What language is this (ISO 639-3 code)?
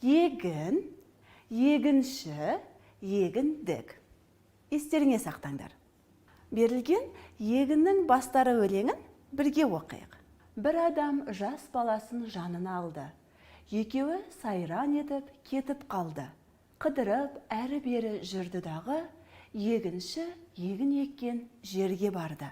kaz